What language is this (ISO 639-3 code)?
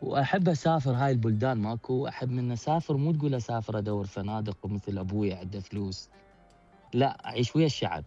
acm